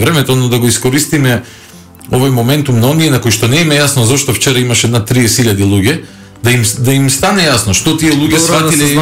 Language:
Macedonian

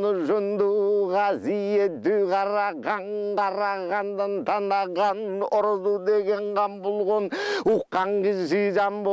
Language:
Kyrgyz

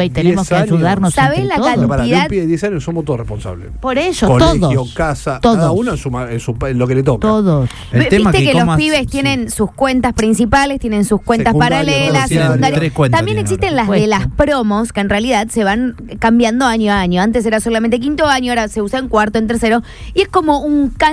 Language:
Spanish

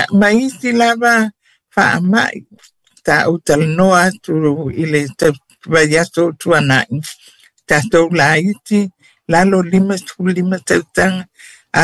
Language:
Samoan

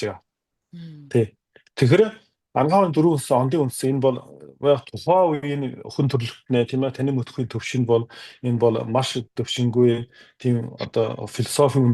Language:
Mongolian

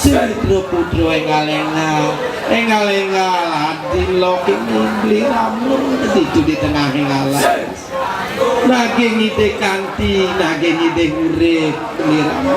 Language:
Balinese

